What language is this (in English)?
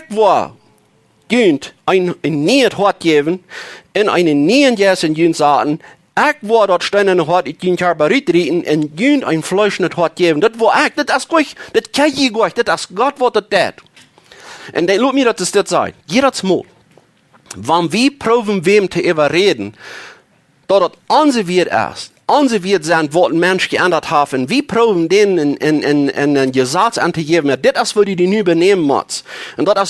Plautdietsch